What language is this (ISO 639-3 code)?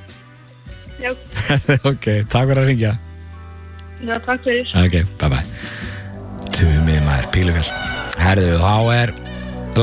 isl